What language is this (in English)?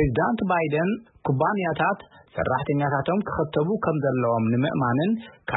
Tigrinya